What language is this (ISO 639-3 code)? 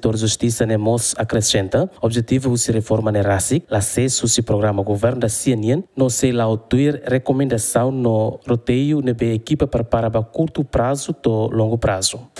tet